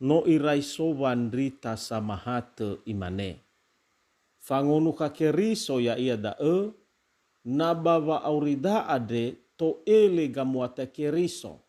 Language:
Nias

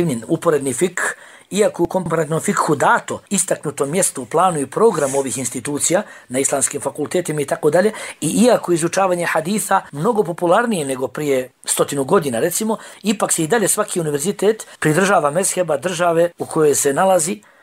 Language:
Bosnian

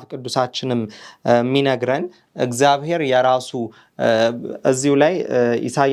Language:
Amharic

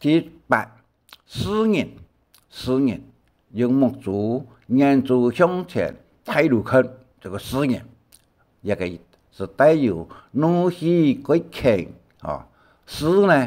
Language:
Hakka Chinese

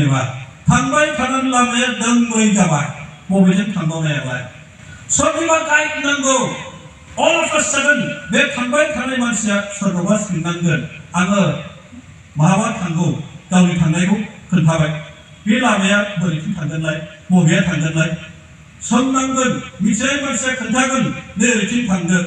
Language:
Bodo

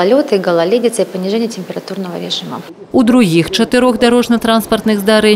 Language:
Belarusian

